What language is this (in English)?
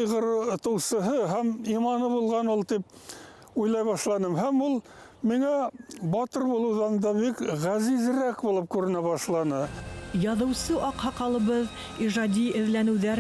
Bashkir